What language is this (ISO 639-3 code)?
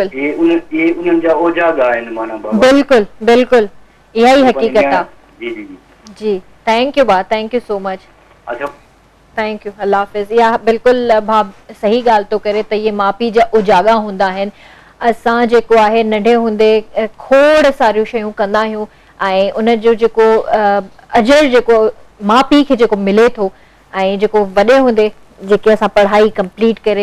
snd